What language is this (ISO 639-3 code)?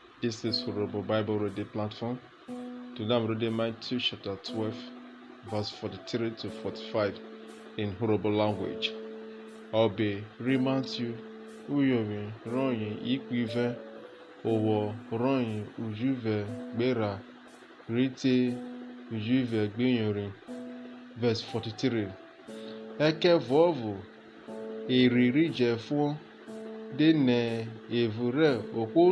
urh